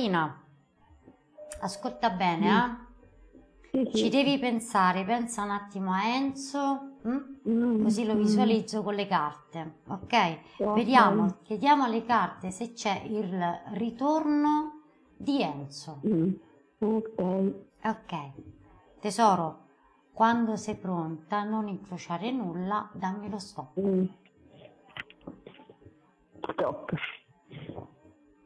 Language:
Italian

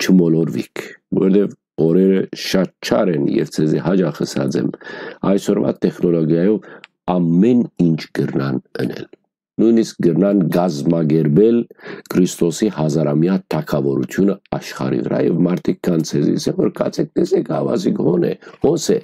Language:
Western Armenian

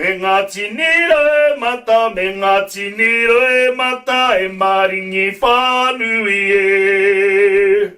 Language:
Māori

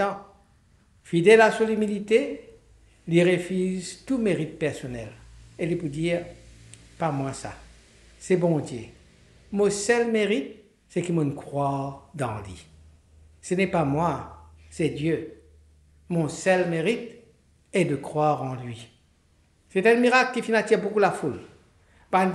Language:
Morisyen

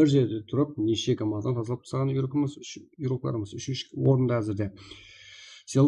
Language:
Kara-Kalpak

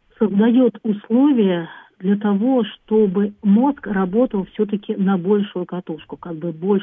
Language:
Russian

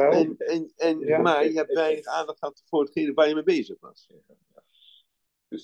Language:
Dutch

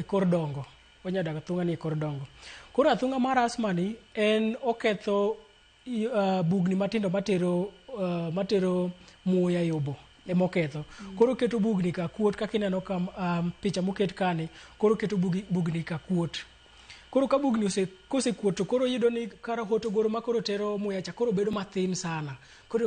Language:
Luo (Kenya and Tanzania)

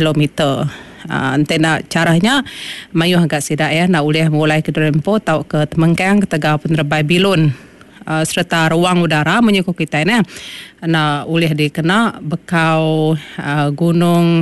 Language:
Iban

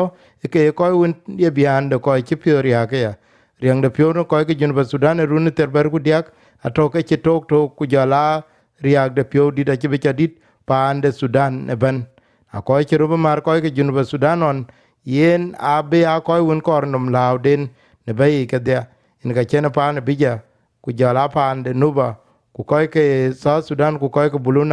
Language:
Dinka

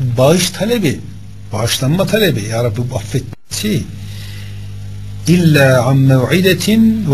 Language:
Turkish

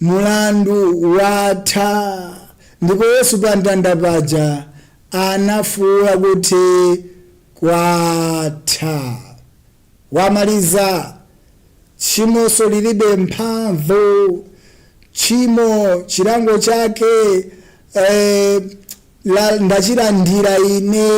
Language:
Nyanja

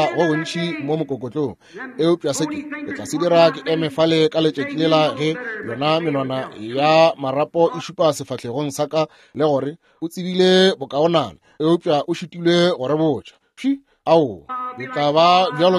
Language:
Northern Sotho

